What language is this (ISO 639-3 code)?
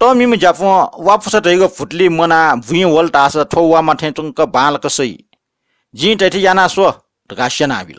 new